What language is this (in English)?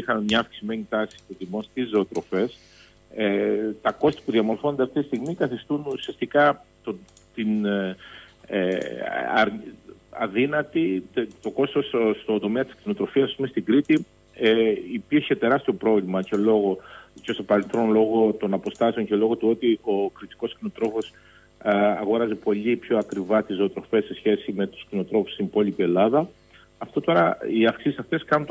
Greek